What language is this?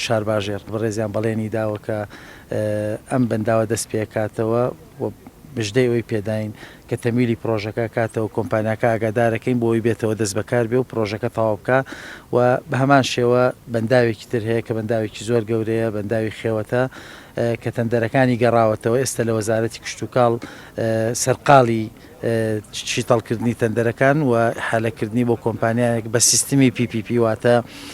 Central Kurdish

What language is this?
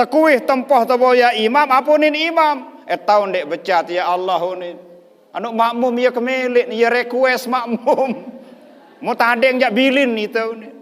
Sasak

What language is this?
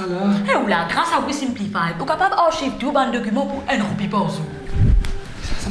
Morisyen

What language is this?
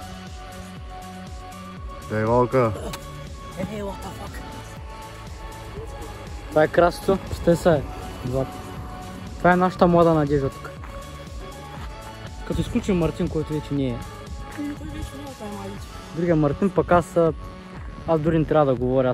Bulgarian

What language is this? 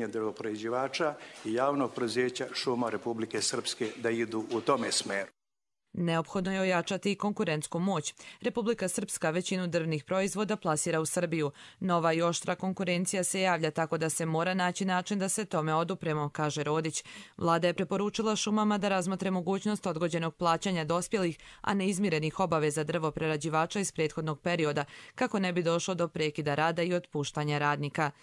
Croatian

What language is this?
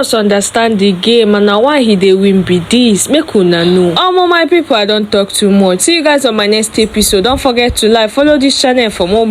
Nigerian Pidgin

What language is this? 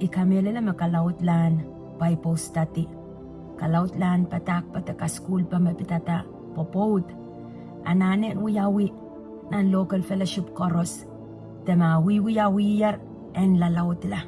Pohnpeian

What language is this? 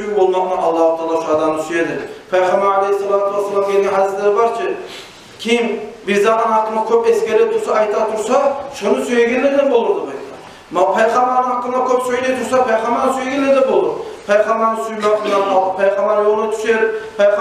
Kumyk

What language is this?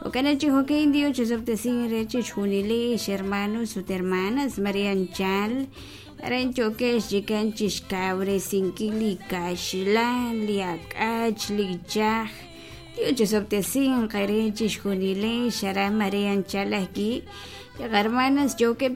Kekchí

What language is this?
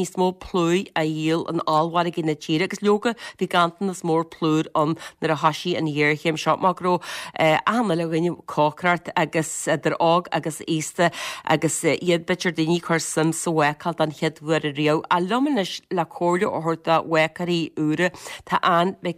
Irish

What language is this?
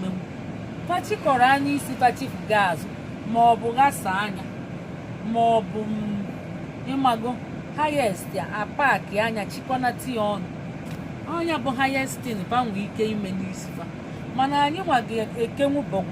Igbo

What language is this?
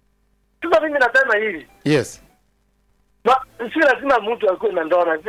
Swahili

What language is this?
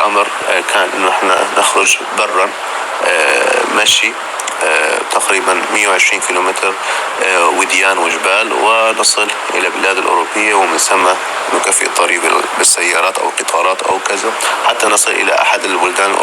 North Levantine Arabic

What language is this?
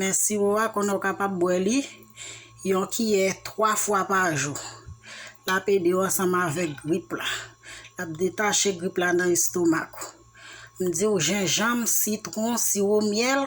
Haitian Creole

